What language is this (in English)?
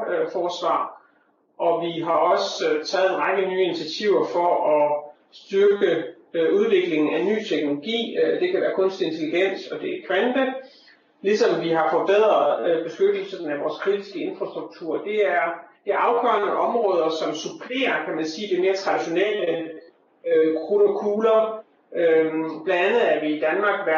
Danish